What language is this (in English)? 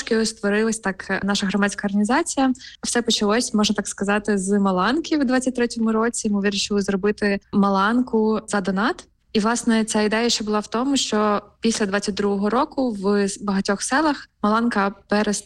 Ukrainian